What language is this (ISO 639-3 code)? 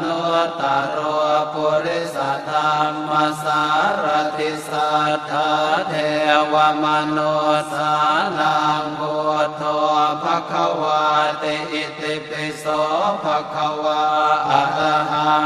pli